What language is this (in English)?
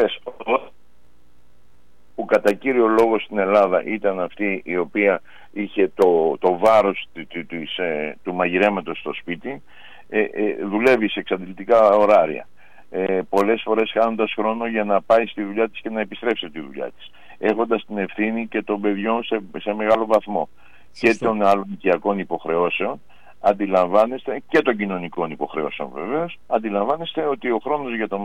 Greek